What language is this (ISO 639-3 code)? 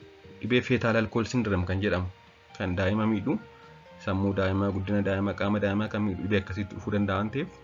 orm